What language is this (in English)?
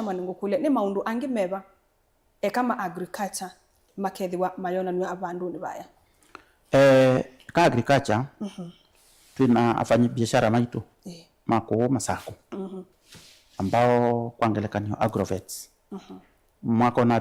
Kamba